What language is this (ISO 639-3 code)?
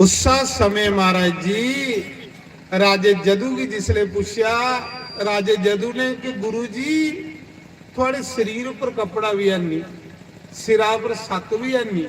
doi